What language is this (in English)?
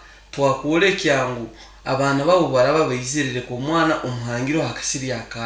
Nyoro